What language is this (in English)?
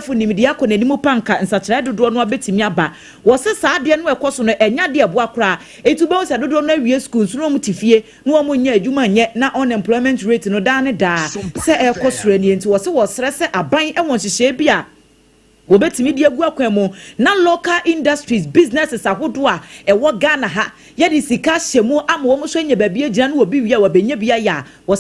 Akan